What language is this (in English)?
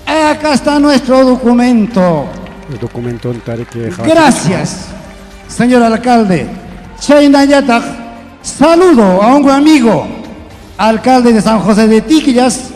Ayacucho Quechua